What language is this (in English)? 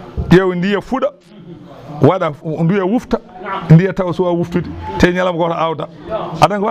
Fula